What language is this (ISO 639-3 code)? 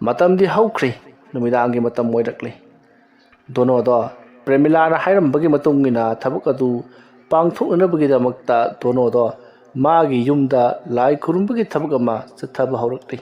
mni